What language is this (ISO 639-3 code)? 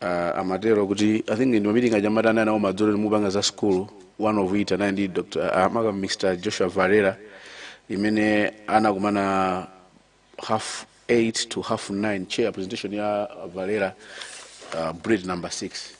nya